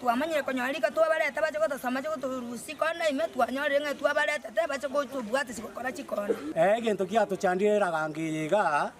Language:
Gusii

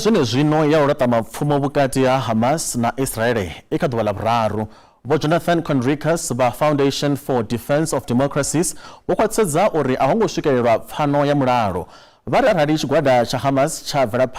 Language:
Venda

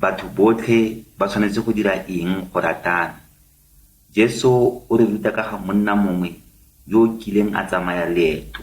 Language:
Tswana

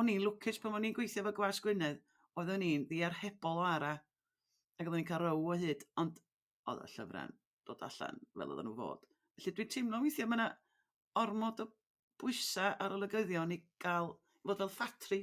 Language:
Welsh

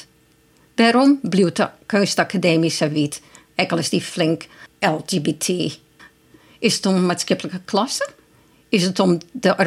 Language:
Western Frisian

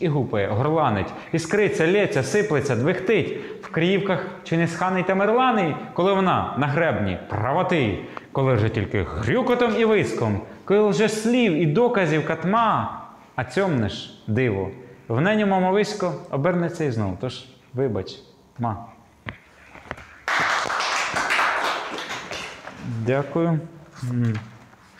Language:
Ukrainian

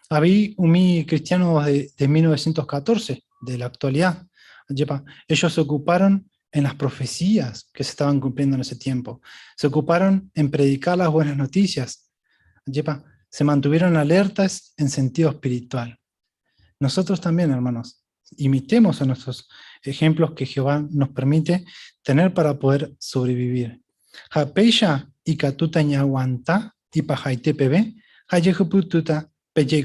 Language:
Guarani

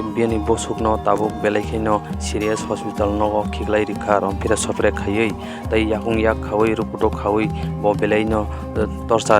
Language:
Kok Borok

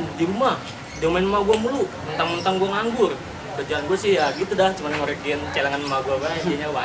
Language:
Betawi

